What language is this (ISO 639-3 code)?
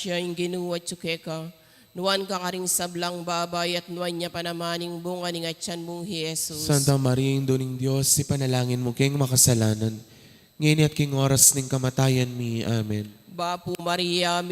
pam